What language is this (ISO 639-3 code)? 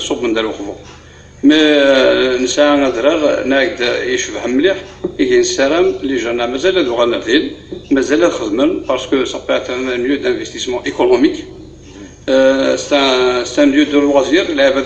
kab